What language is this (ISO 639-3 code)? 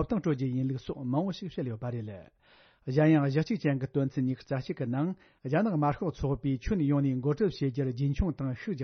bod